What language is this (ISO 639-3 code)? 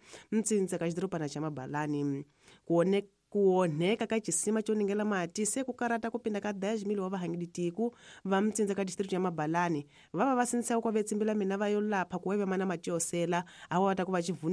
tso